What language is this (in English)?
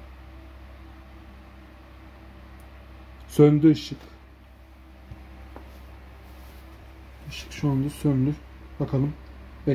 Turkish